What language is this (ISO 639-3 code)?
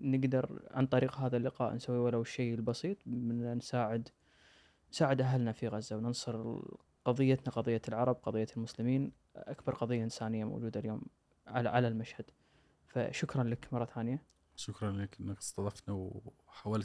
afb